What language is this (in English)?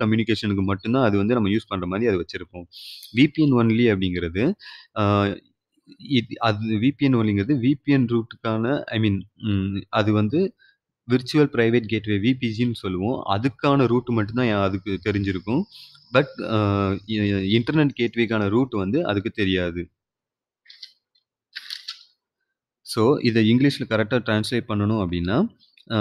Tamil